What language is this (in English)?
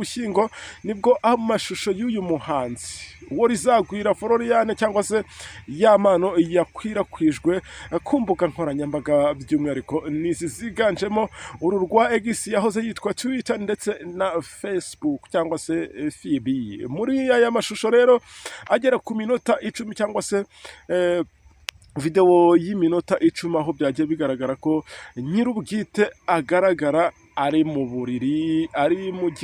Kinyarwanda